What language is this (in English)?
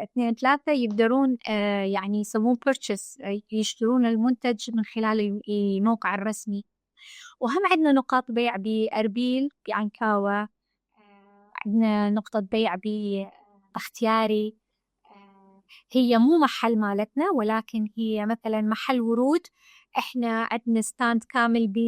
Mesopotamian Arabic